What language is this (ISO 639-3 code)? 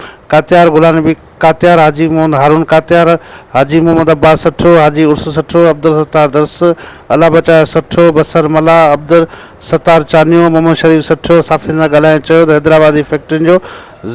snd